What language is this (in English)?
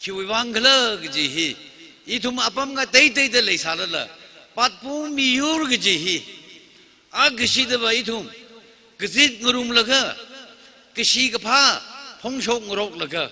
Tangkhul Naga (India)